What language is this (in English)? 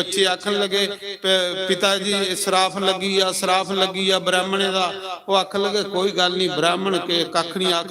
Dogri